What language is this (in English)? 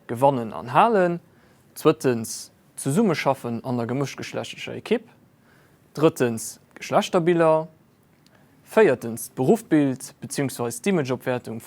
Luxembourgish